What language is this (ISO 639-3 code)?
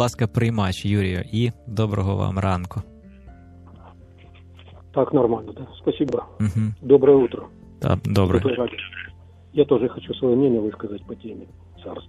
ukr